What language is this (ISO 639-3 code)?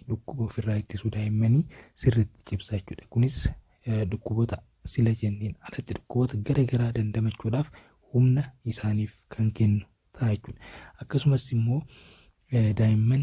orm